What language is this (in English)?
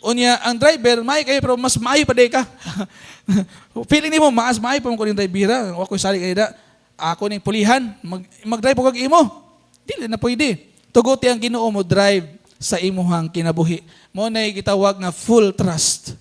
Cebuano